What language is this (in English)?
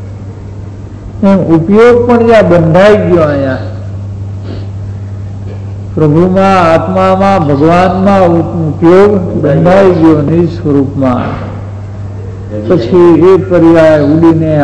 Gujarati